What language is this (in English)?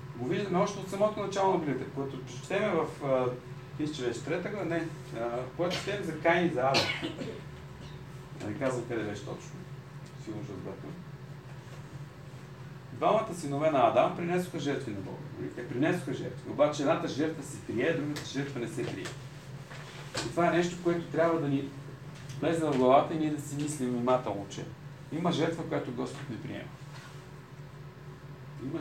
Bulgarian